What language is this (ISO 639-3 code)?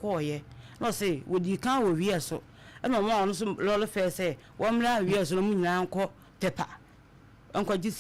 aka